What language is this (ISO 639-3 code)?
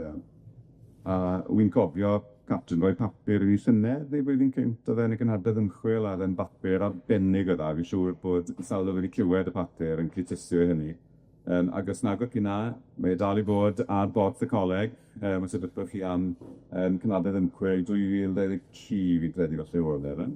cym